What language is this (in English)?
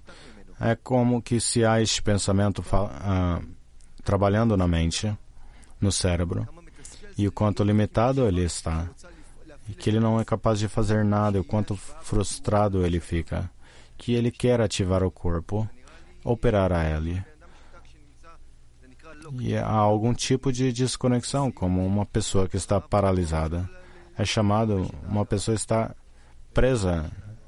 Portuguese